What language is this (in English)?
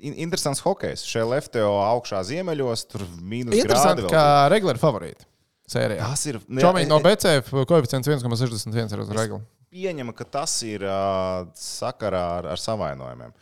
Latvian